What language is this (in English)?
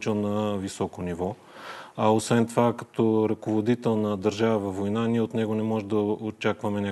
Bulgarian